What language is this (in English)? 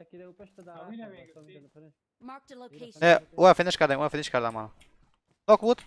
Persian